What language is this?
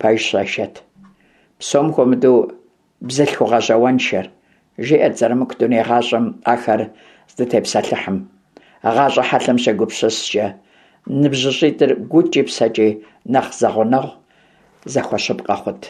Kabardian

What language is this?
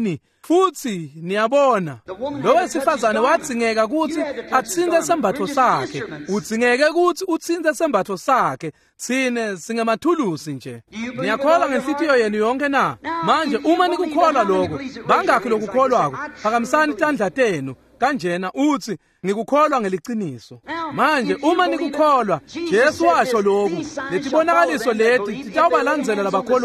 Swati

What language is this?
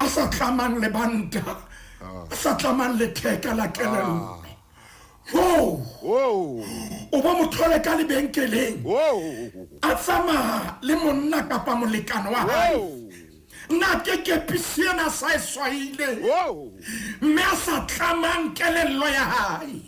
Southern Sotho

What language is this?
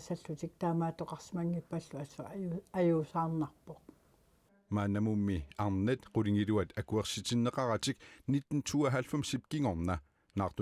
Kalaallisut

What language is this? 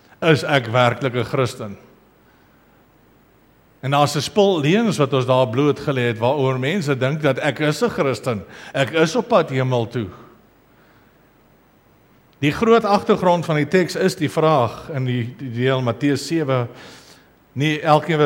Afrikaans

